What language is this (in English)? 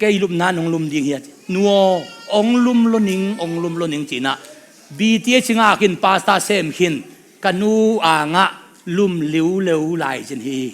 Tedim Chin